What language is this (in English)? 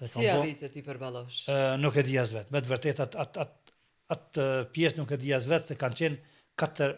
Albanian